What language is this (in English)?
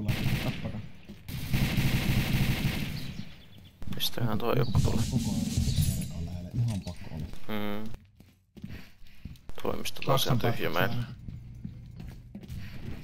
Finnish